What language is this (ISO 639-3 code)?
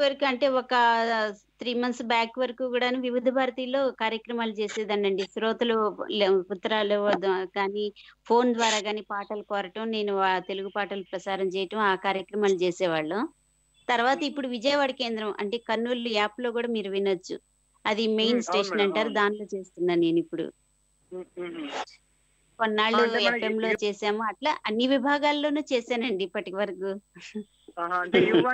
tel